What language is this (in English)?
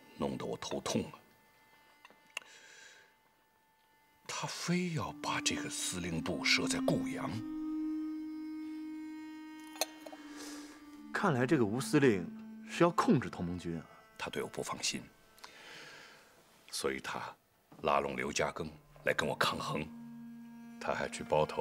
Chinese